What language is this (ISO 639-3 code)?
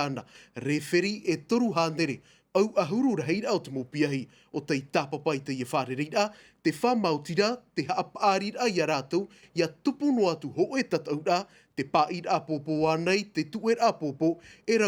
tah